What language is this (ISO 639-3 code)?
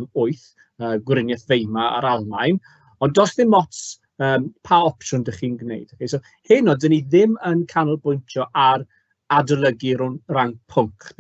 cym